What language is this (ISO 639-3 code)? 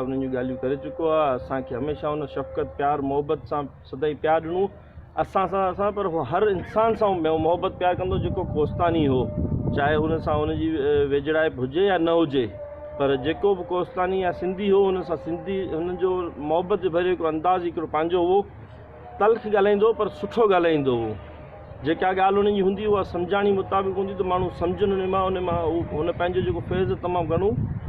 snd